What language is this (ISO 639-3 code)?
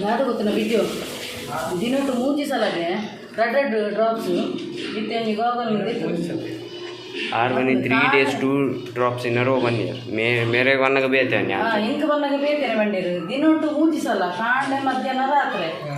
tcy